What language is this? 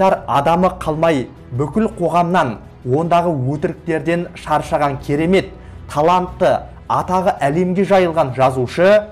Kazakh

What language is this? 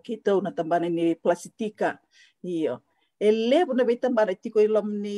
Fijian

